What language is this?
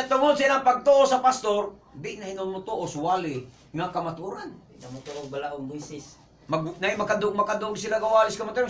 Cebuano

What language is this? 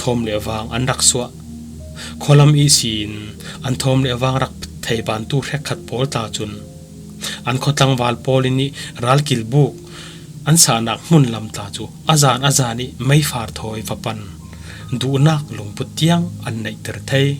Falam Chin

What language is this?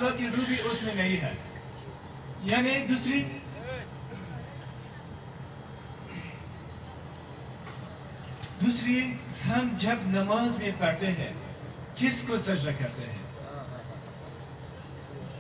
Urdu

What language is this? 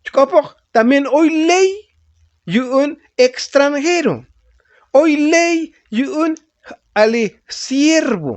Tzotzil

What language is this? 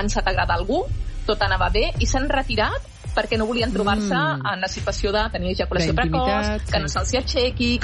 Catalan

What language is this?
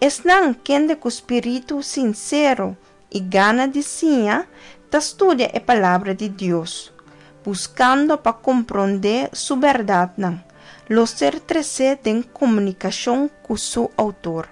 Papiamento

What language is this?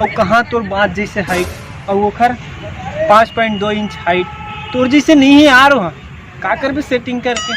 Chhattisgarhi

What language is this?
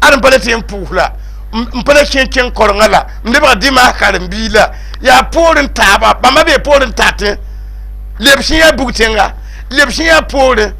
Mossi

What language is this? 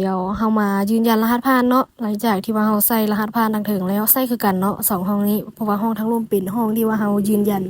Lao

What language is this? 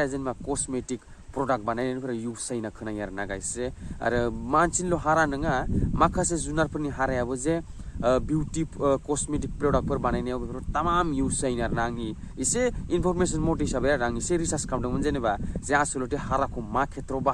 Bodo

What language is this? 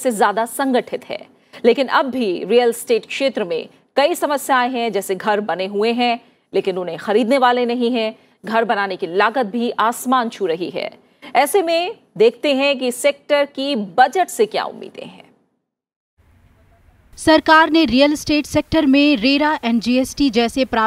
Hindi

